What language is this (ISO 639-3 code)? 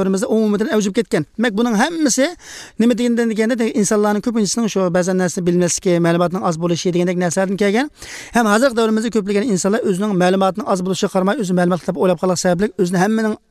uig